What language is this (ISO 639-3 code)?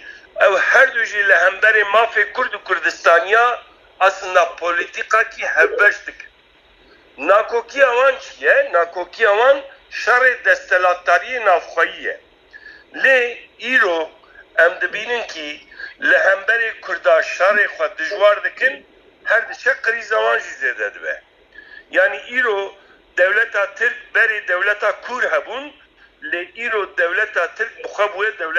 kur